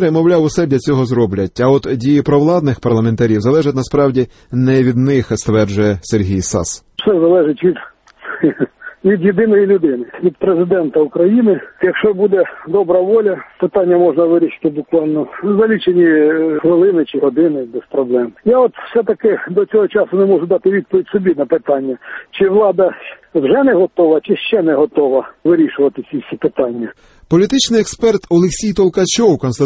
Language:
Ukrainian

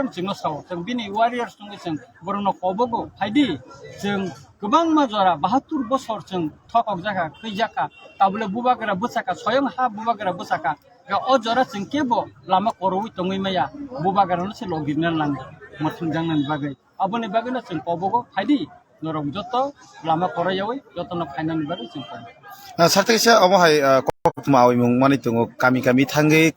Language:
Kok Borok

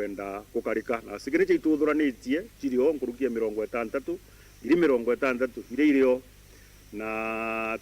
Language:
Meru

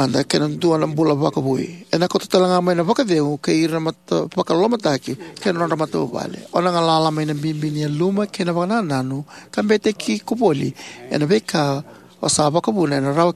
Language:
Fijian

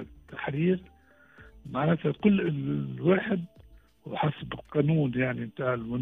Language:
Tunisian Arabic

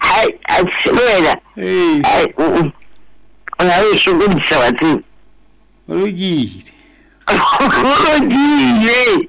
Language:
Southern Sotho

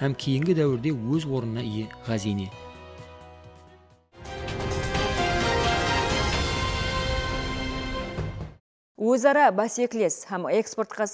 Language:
Kara-Kalpak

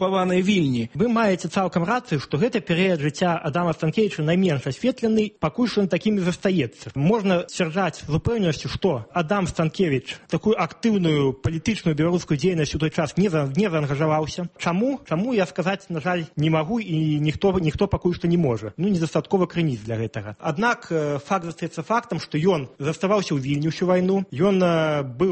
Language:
Belarusian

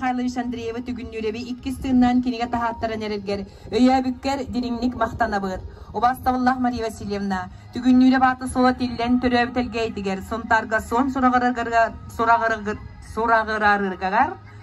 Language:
Yakut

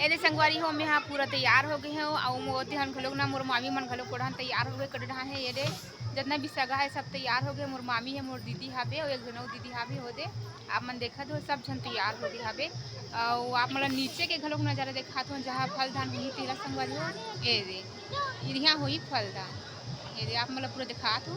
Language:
Chhattisgarhi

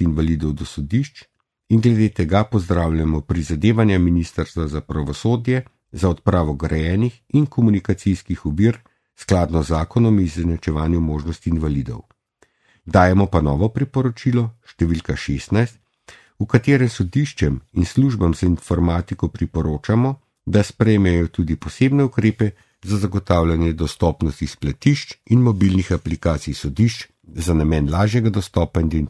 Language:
Slovenian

